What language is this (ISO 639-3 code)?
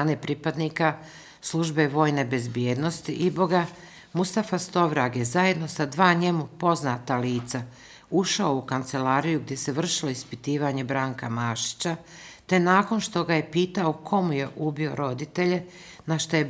bos